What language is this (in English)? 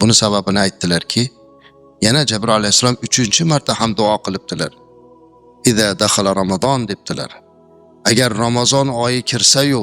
Uzbek